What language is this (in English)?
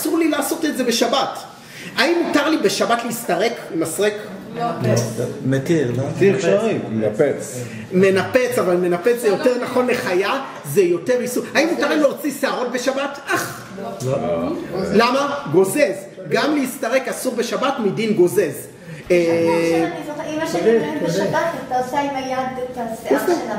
Hebrew